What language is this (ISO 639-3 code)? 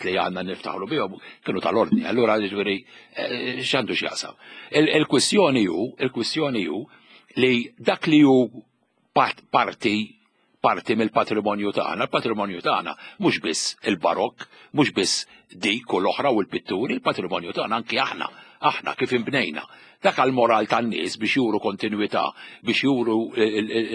mlt